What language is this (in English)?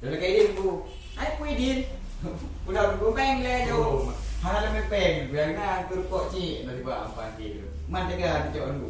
Achinese